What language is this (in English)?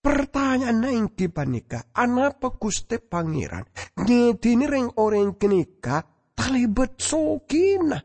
Madurese